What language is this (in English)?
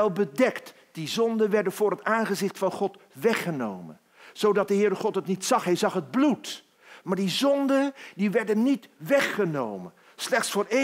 Dutch